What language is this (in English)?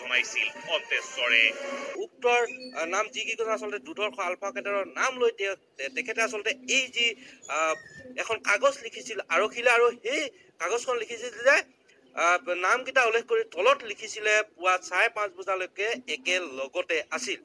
Assamese